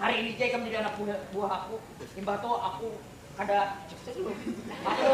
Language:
Banjar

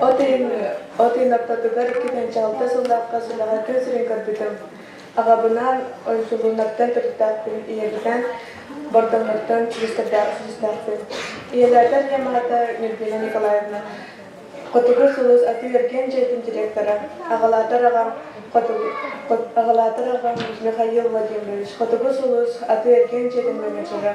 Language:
Yakut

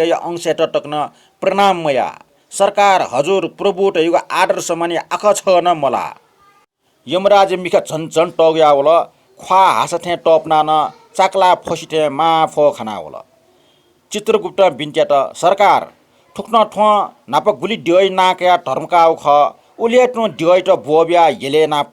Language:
Newari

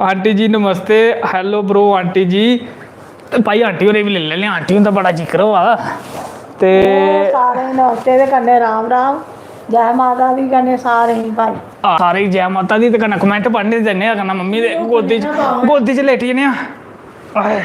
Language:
Dogri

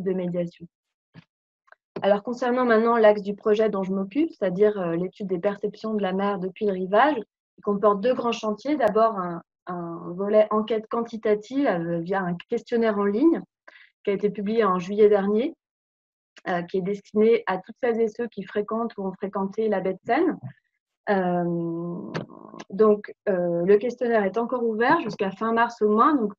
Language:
French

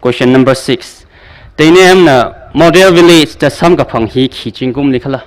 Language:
Tangkhul Naga (India)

